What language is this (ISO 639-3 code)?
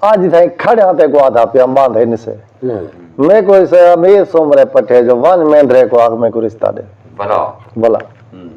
skr